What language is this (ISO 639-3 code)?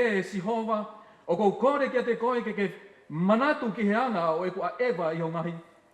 ton